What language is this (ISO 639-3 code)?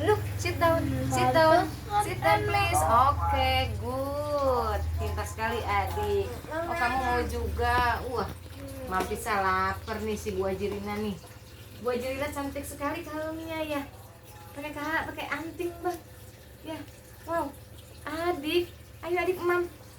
bew